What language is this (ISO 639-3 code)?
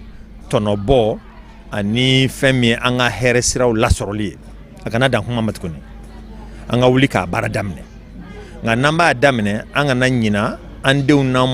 bam